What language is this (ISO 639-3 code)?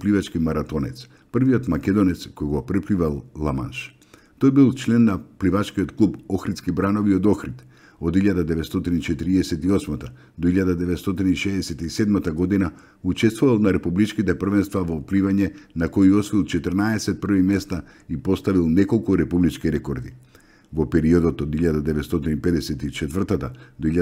mkd